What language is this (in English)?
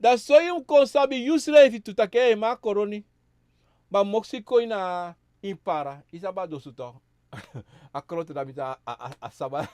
Sranan Tongo